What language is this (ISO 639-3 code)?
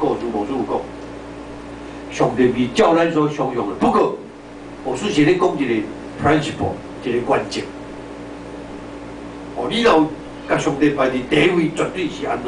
nan